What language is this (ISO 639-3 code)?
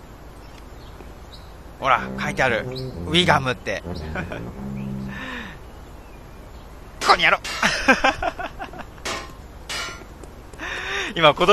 jpn